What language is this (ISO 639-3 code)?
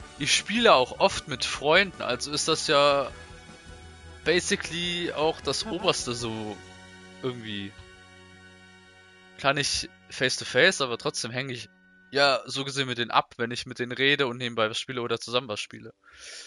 deu